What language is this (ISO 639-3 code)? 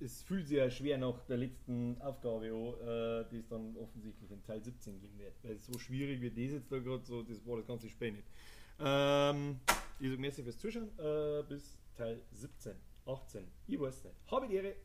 bar